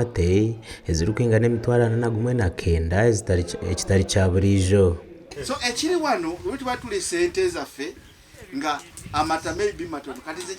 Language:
Nyankole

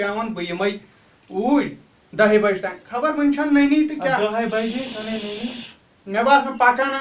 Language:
Kashmiri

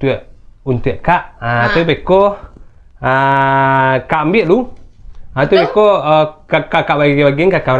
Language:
Minangkabau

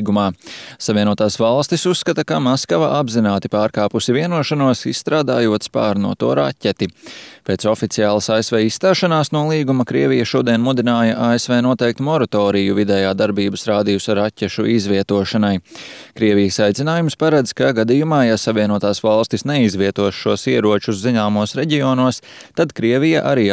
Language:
Latvian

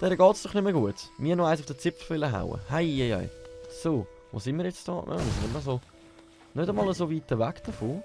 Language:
Swiss German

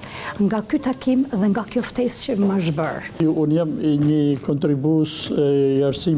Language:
Albanian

